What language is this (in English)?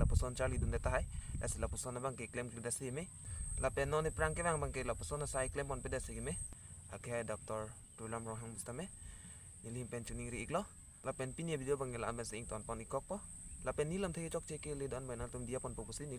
Karbi